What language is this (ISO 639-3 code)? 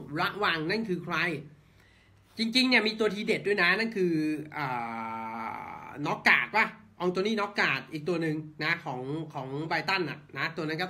tha